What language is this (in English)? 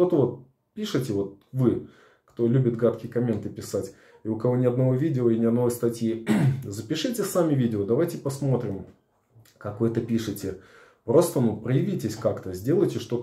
Russian